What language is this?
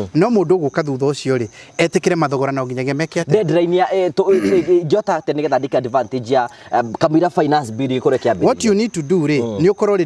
Kikuyu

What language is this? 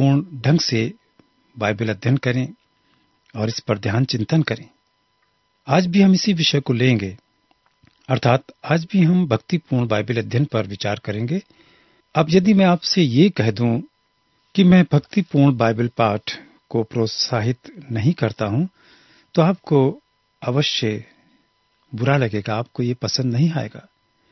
Hindi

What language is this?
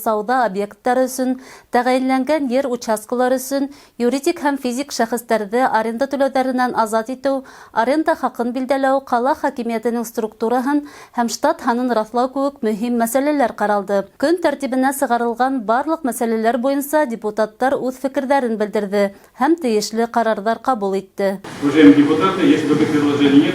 Bashkir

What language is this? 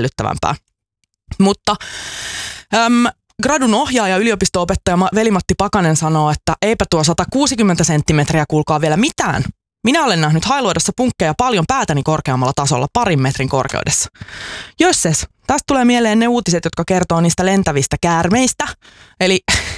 Finnish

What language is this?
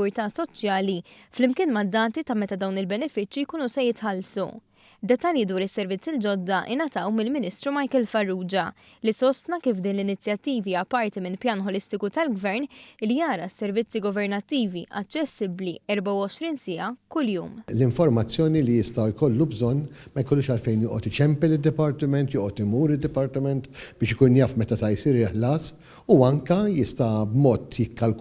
Maltese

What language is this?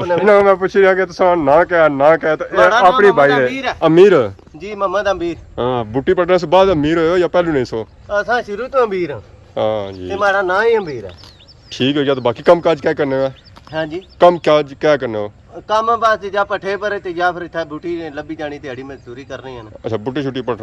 Pahari-Potwari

